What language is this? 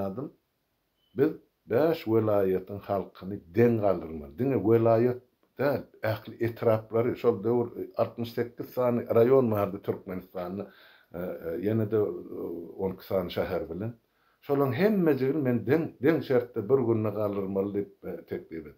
Turkmen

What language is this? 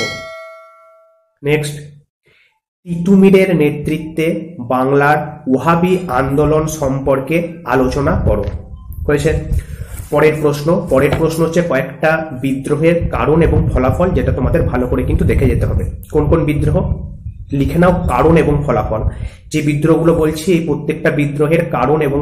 Bangla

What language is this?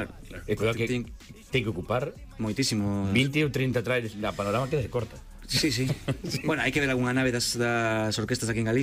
Galician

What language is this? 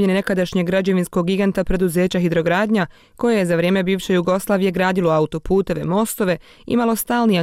Bosnian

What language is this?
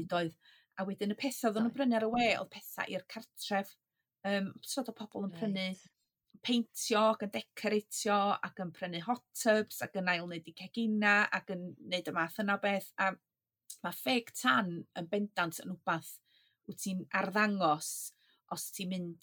Welsh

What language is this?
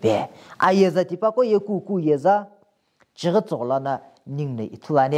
Sumi Naga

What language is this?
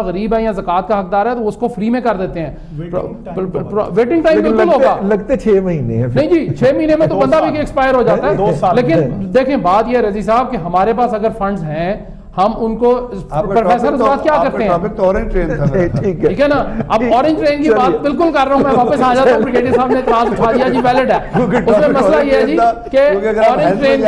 Urdu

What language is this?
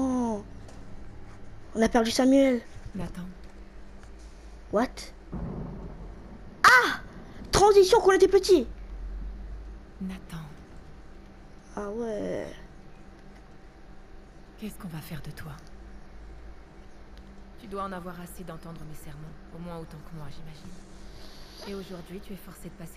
French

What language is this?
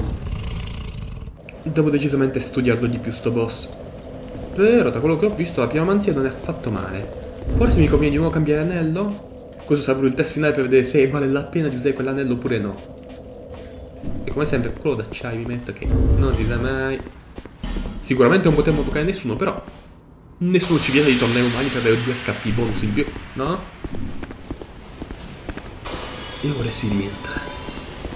Italian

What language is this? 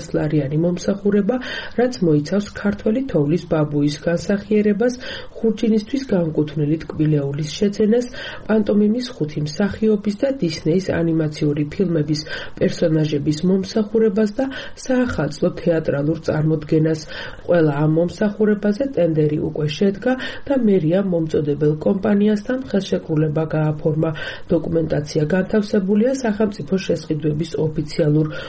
Georgian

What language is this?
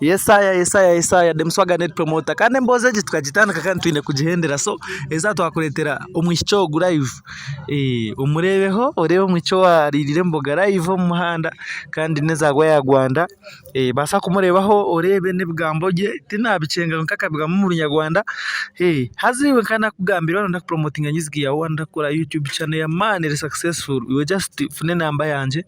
Nyankole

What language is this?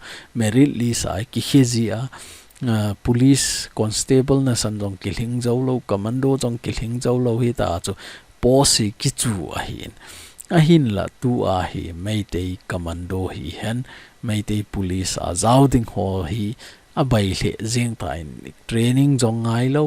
Thado Chin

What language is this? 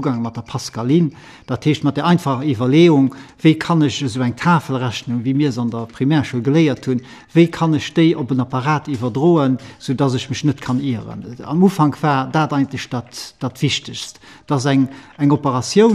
Luxembourgish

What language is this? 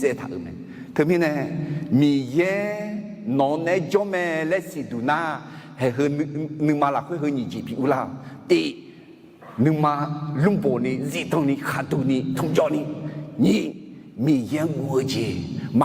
Akha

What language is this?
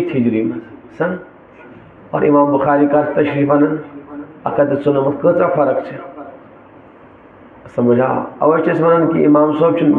Kashmiri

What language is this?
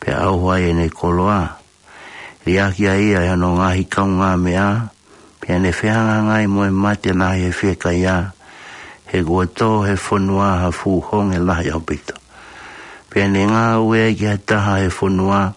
Tongan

